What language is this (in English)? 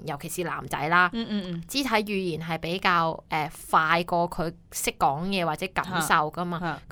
Cantonese